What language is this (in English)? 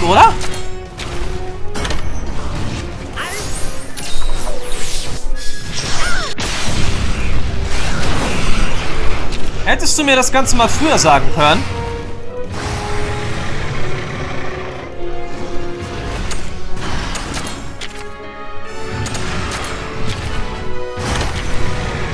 German